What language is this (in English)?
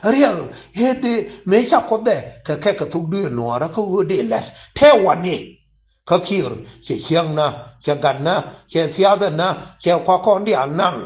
Nuer